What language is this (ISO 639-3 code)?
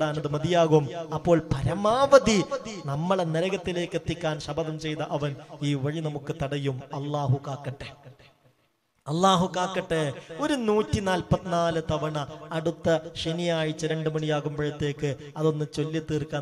mal